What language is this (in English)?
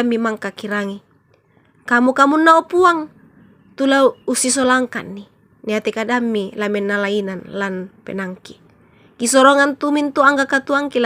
Toraja-Sa'dan